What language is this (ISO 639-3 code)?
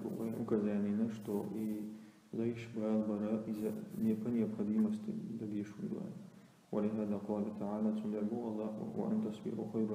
che